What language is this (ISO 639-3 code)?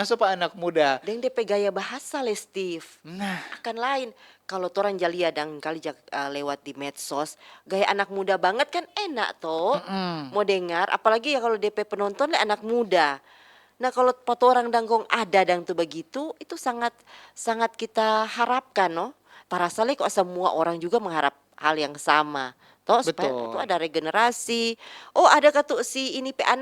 xmm